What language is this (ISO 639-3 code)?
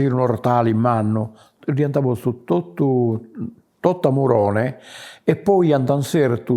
srd